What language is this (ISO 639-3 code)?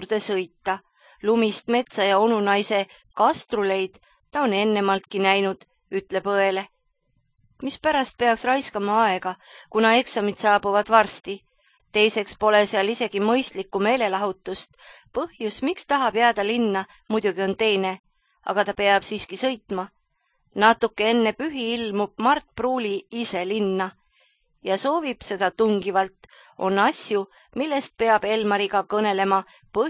est